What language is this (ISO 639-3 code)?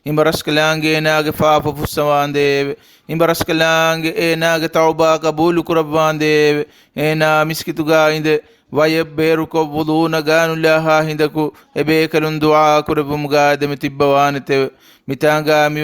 div